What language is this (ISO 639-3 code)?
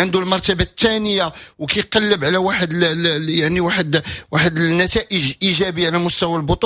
ary